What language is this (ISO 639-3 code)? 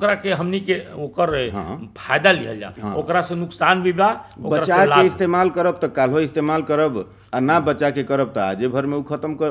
bho